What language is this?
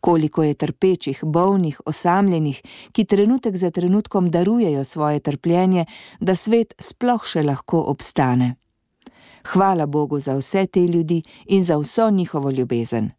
Slovenian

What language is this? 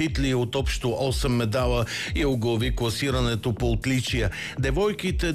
Bulgarian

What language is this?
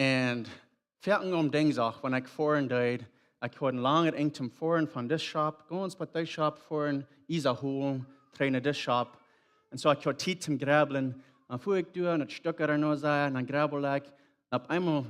Plautdietsch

